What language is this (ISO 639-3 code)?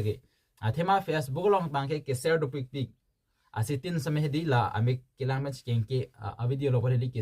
mjw